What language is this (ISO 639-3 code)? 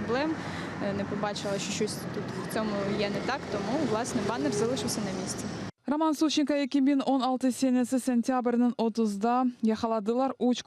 crh